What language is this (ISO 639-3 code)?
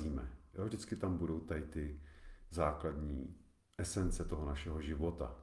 ces